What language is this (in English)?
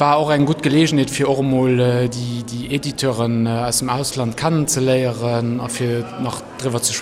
Luxembourgish